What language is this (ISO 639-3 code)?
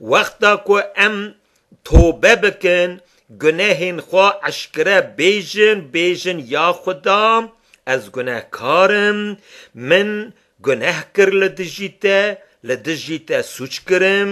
kur